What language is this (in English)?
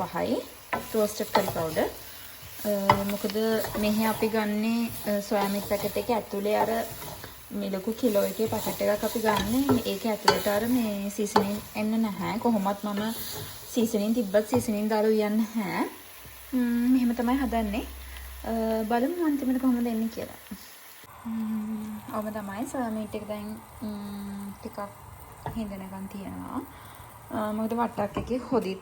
Sinhala